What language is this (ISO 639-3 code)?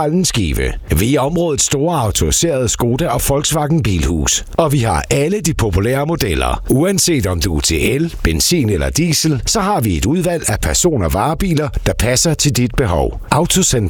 dan